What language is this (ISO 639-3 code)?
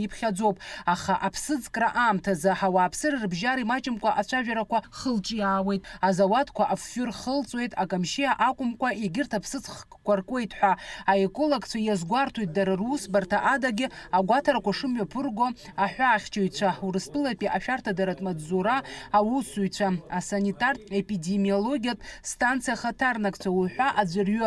abk